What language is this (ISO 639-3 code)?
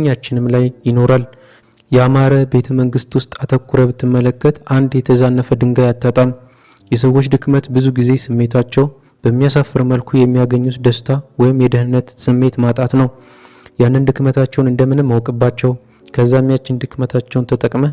amh